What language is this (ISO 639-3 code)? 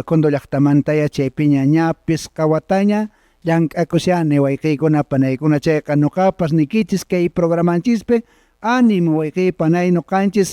que